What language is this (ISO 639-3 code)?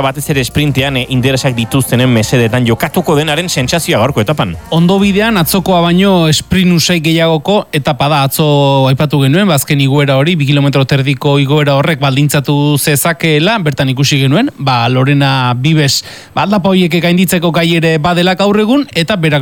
eus